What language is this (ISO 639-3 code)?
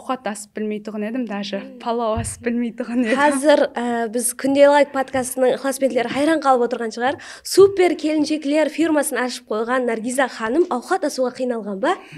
kaa